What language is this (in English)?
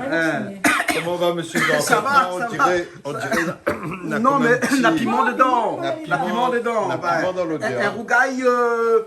Réunion Creole French